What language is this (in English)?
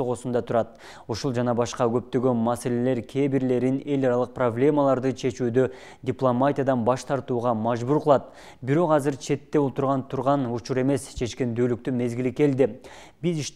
Kyrgyz